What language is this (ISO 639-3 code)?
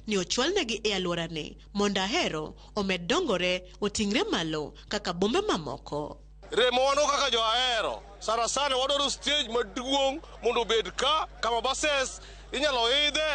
luo